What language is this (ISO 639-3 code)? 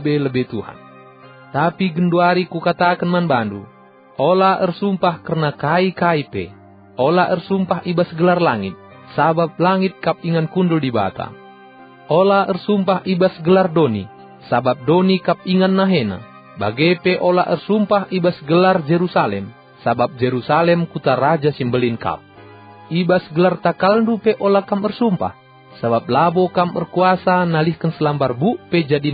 btx